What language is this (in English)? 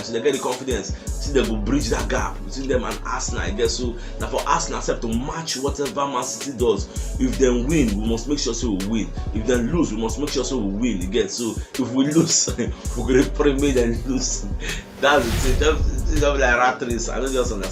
Nigerian Pidgin